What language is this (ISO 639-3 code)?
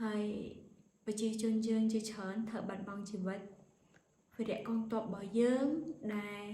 khm